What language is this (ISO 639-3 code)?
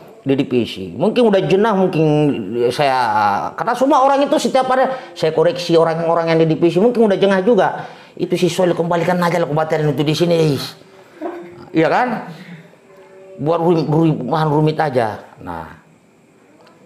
ind